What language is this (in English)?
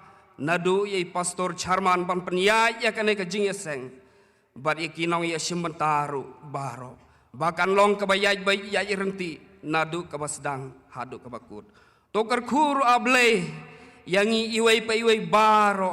Khasi